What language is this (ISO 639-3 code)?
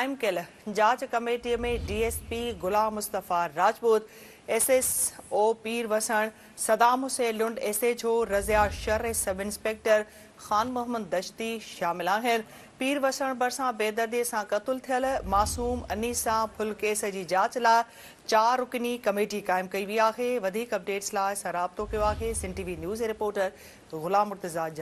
snd